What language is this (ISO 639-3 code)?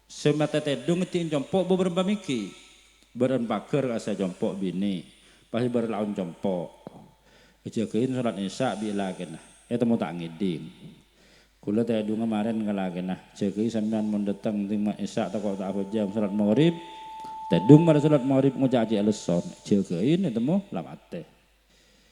mad